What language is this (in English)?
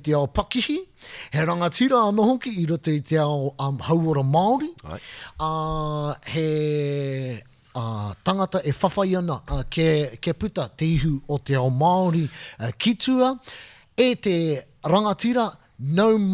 Māori